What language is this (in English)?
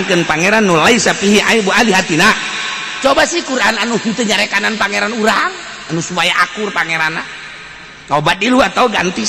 Sundanese